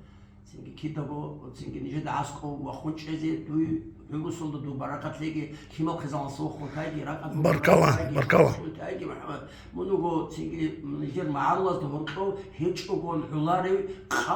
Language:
Avaric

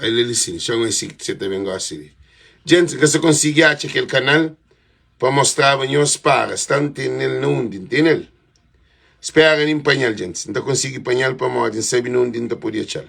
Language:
Kabuverdianu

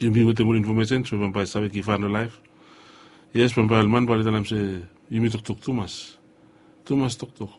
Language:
Bislama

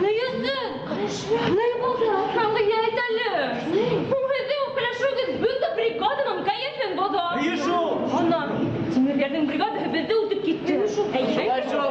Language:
Bashkir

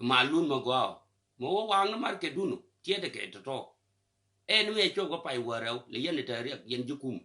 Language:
Nuer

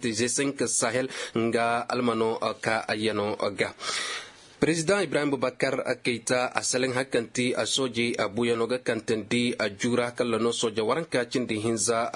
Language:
Koyraboro Senni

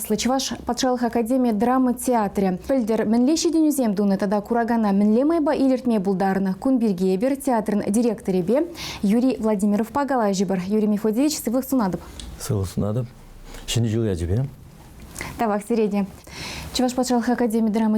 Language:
Chuvash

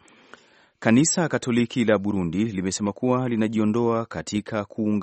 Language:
Swahili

